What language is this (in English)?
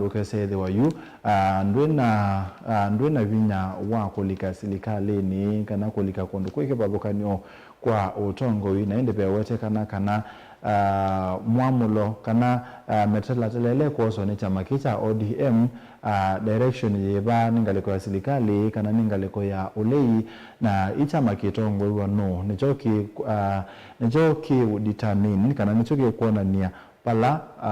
Kamba